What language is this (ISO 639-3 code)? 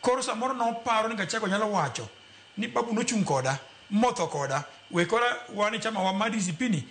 luo